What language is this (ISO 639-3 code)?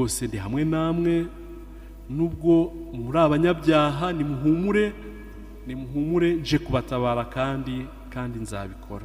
kin